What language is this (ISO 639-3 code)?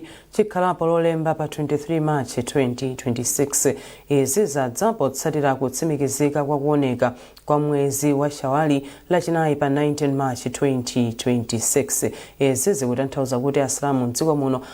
nya